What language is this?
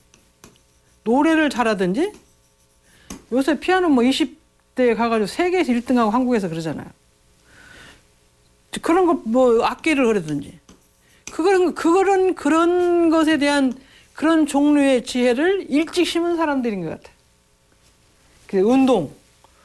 Korean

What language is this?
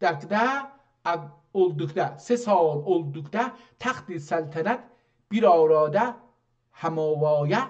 South Azerbaijani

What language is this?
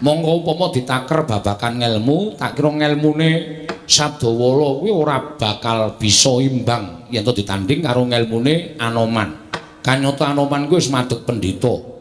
Javanese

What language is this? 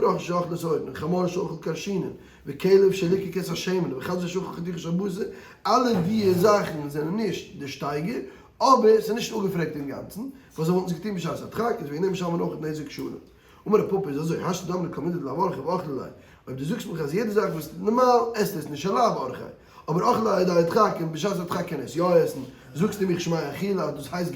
Yiddish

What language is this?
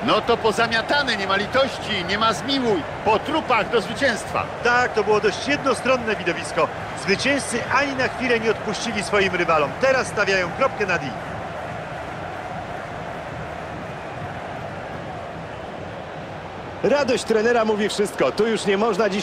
Polish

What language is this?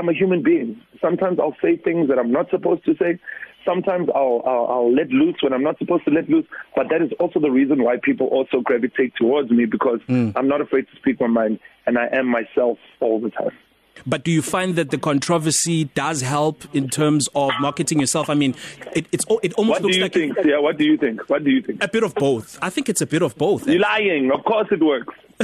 English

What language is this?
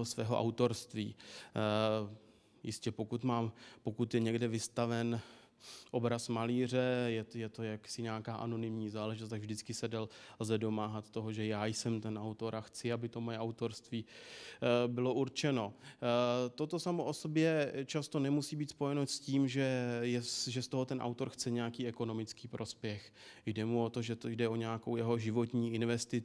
Czech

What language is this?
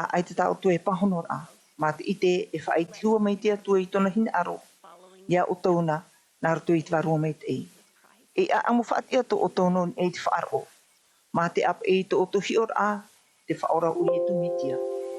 Tahitian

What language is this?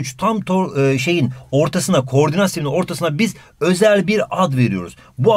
Turkish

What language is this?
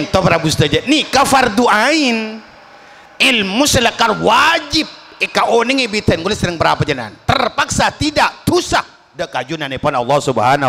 Madurese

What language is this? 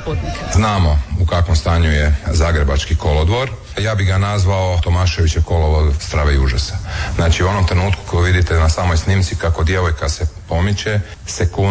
Croatian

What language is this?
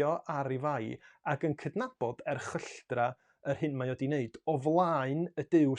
Welsh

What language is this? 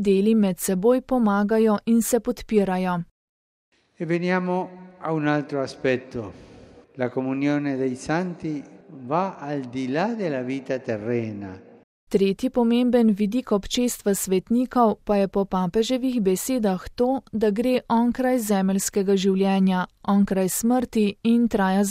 Slovenian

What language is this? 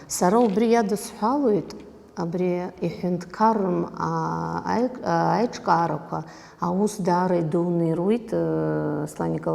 Abkhazian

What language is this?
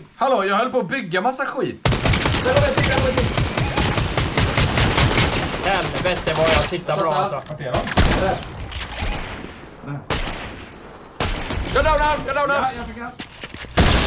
Swedish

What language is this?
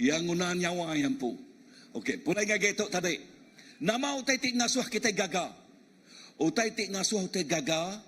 Iban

